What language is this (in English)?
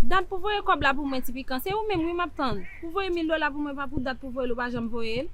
Haitian Creole